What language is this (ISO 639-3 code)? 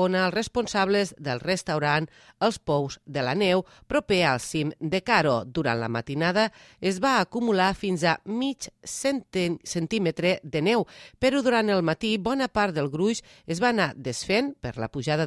cat